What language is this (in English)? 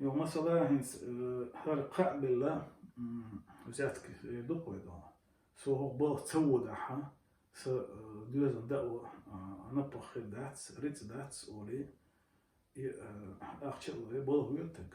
Chechen